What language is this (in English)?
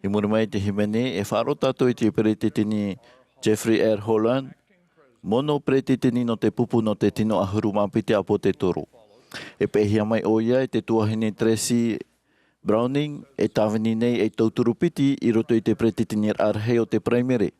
Tahitian